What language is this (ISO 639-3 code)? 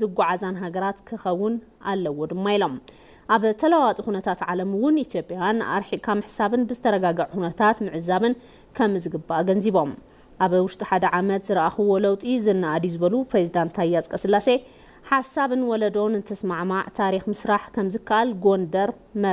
tir